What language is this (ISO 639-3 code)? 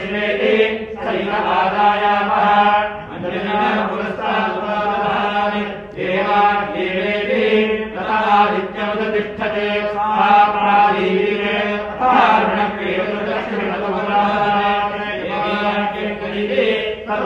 san